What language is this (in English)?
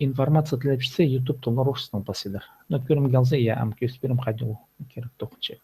Khakas